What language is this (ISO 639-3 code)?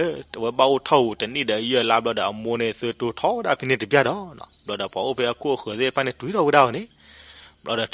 ksw